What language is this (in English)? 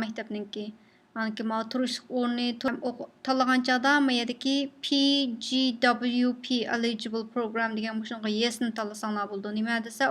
Uyghur